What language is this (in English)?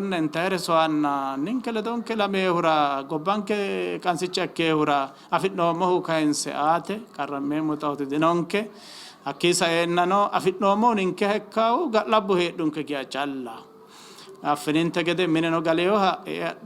Sidamo